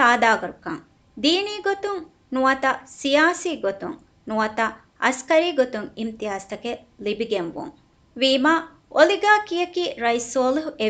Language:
Divehi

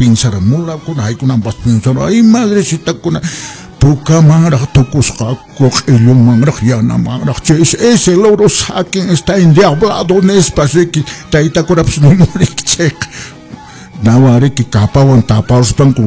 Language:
Quechua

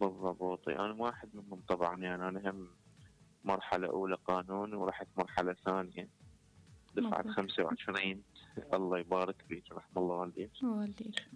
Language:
Mesopotamian Arabic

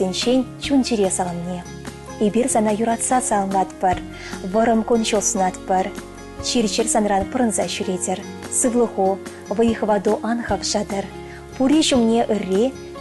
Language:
Chuvash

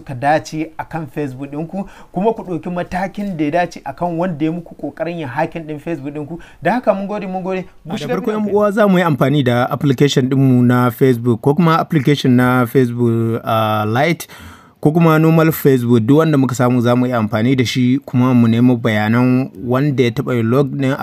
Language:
Hausa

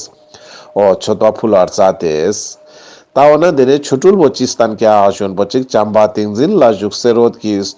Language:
Ladakhi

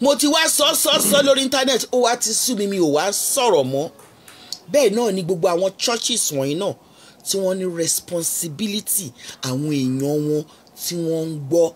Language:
Yoruba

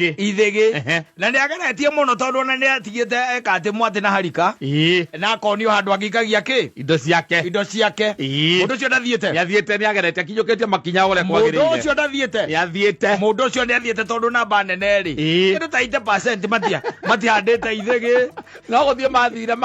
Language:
Kikuyu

